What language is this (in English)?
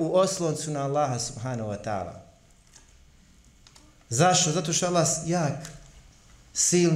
Bosnian